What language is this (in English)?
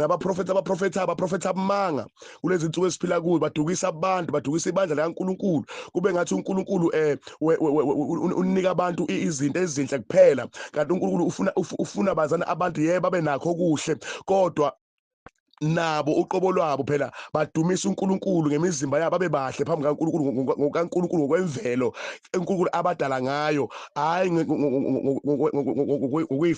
Zulu